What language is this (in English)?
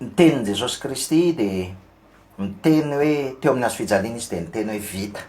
Malagasy